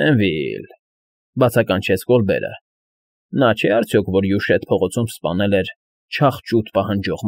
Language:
Armenian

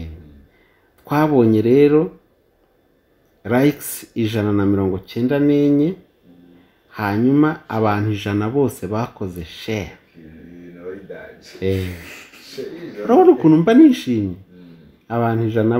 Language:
Kinyarwanda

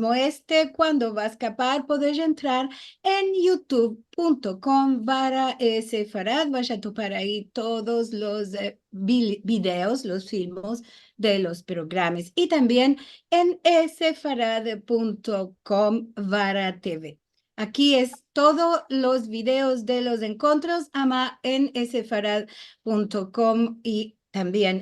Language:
Ladino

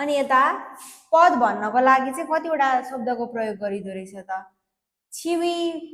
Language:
Nepali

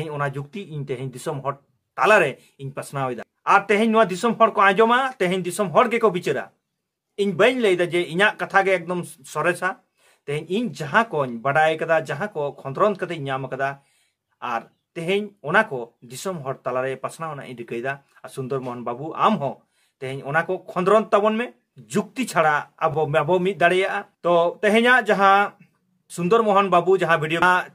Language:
Santali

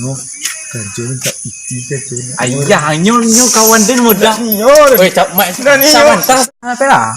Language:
Minangkabau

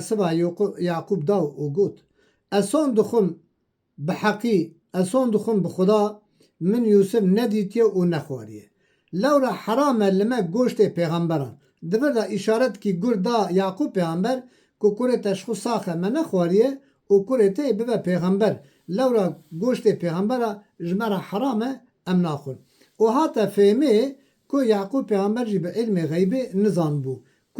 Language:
Kurdish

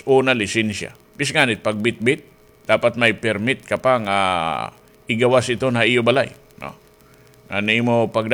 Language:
Waray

